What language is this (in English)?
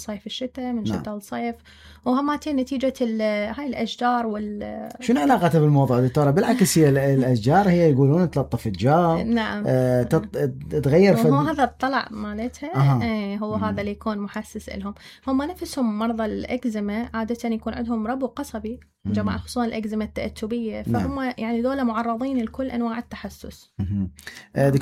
Mesopotamian Arabic